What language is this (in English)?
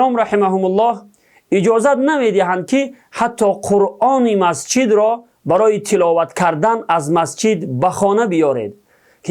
Tajik